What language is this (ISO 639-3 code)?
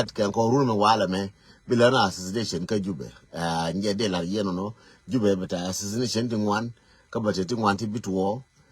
nus